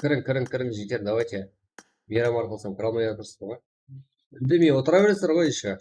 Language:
Kara-Kalpak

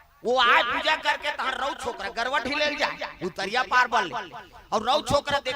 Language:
Chhattisgarhi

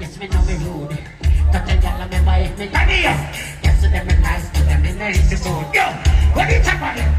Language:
Jamaican Creole English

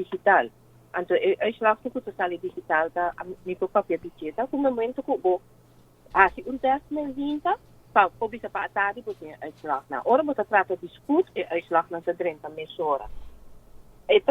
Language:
Papiamento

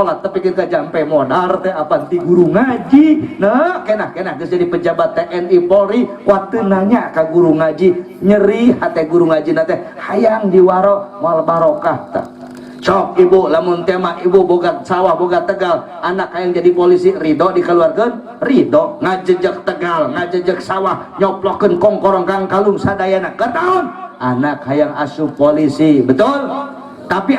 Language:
Sundanese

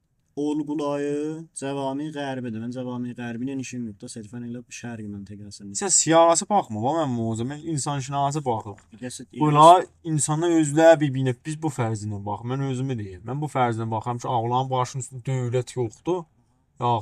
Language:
South Azerbaijani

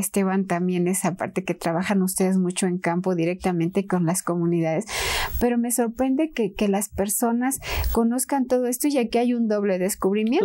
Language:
Spanish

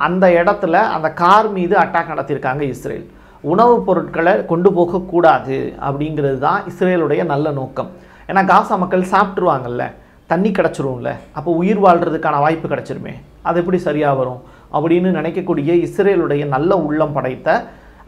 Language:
Tamil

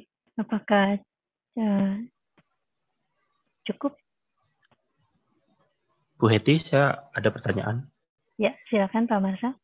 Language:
Indonesian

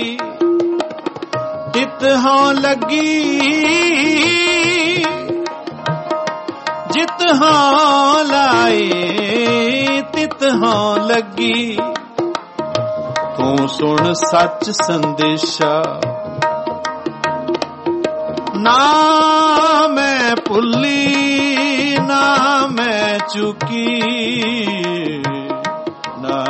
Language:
Punjabi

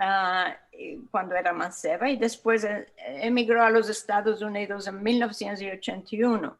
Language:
Ladino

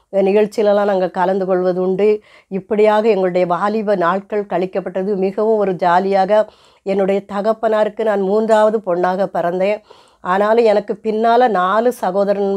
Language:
Tamil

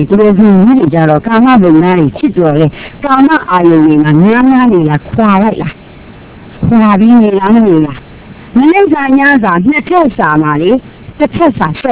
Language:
Burmese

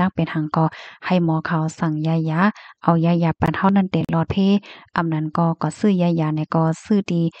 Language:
Shan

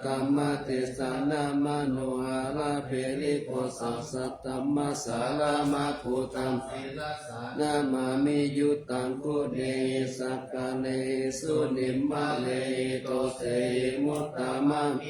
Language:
Pali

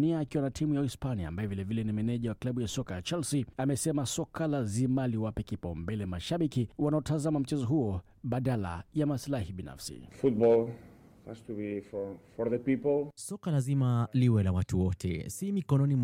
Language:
Swahili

